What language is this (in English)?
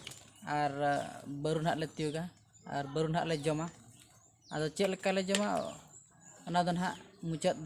Santali